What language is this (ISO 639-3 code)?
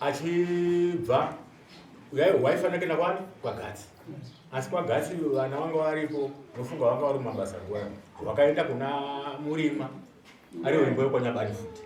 sna